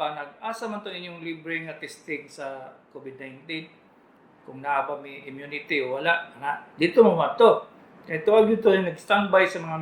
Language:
Cebuano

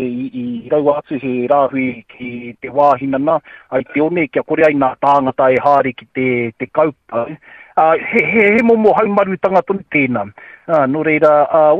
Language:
Māori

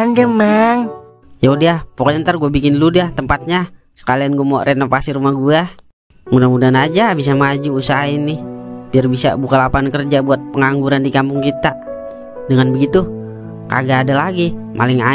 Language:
Betawi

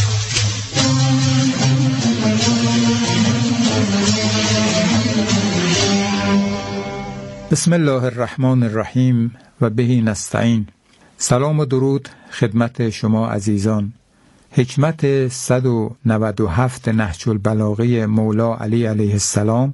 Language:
Persian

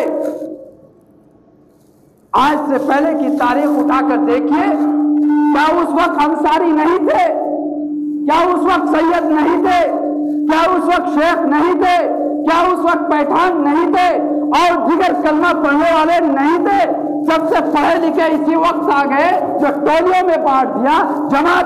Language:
Urdu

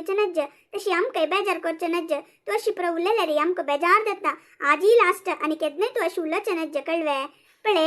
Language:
Konkani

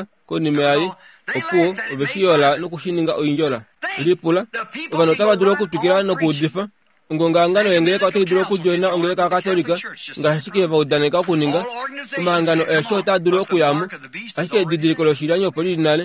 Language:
Kuanyama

